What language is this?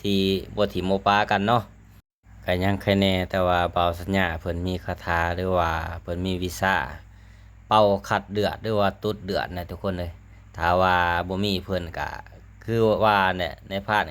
Lao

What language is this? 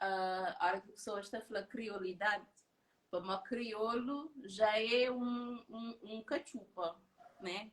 Kabuverdianu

